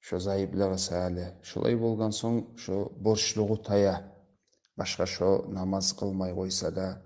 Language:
Kumyk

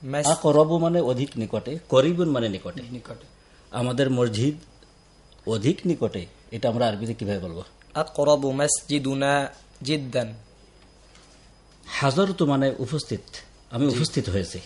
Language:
Bangla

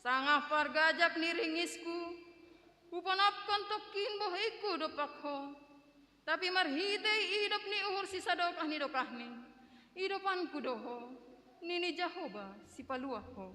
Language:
Batak Simalungun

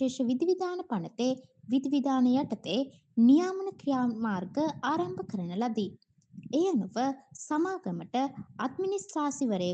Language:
Sinhala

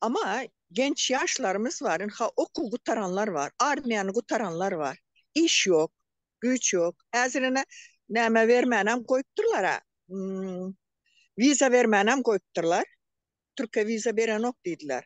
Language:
Turkmen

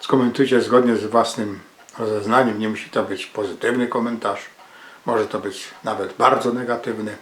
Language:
Silesian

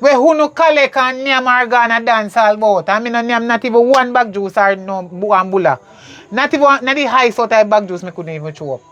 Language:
Jamaican Creole English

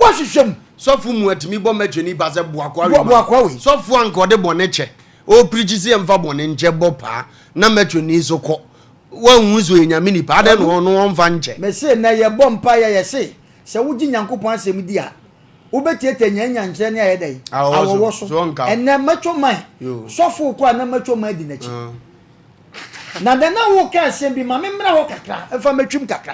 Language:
Akan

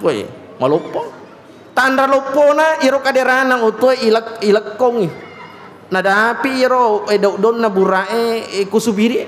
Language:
Buginese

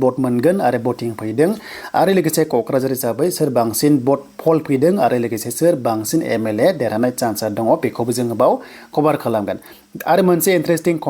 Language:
Bodo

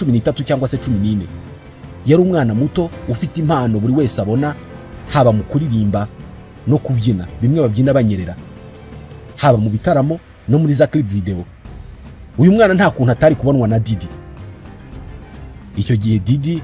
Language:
Kinyarwanda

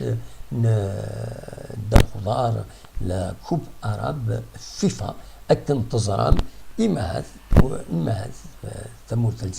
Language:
Kabyle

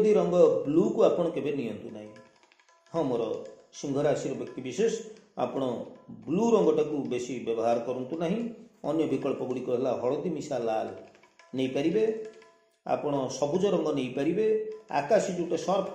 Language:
Odia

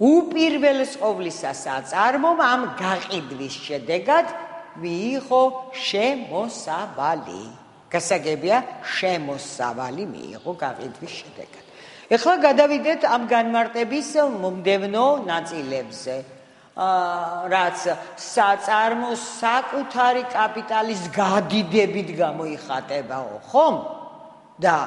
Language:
Georgian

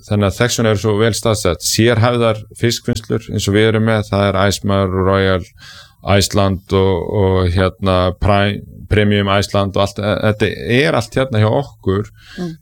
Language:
Icelandic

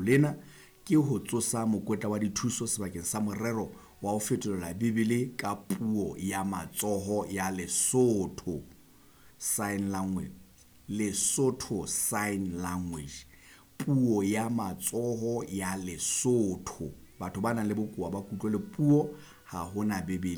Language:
Southern Sotho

